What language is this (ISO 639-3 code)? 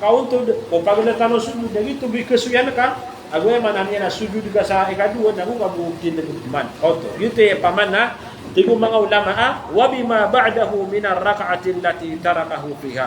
mrw